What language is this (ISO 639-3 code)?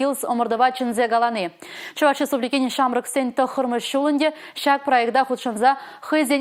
chv